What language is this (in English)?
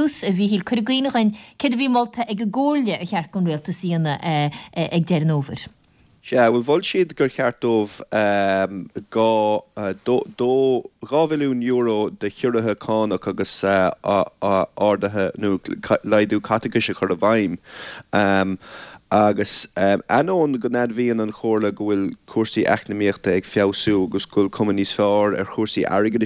Irish